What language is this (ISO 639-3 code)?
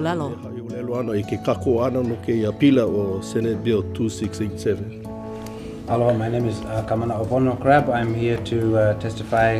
haw